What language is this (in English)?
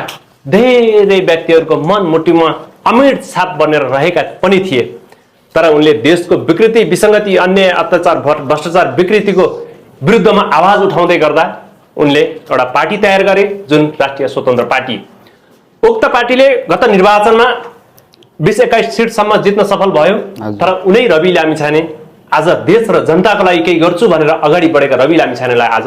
Nepali